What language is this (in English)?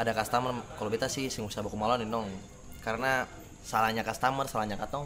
Ambonese Malay